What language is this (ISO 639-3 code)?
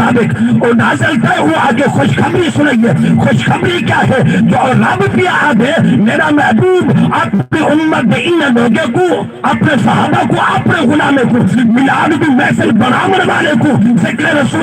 skr